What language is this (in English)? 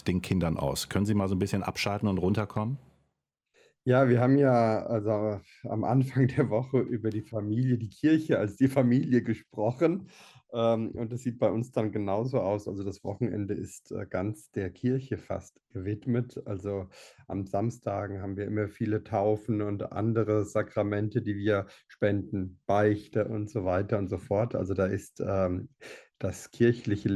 German